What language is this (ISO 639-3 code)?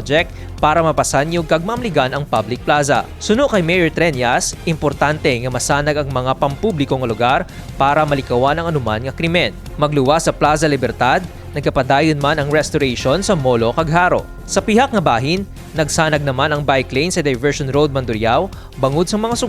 hil